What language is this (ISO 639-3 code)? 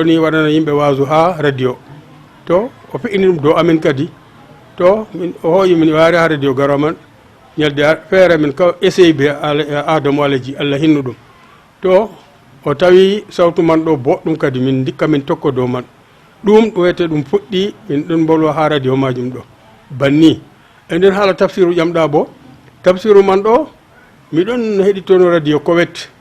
ful